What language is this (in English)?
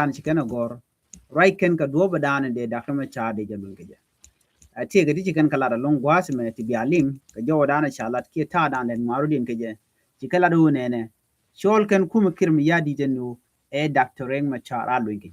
Nuer